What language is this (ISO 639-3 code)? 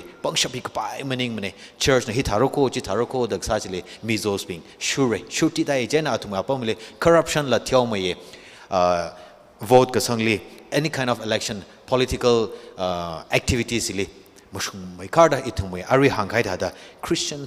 nmf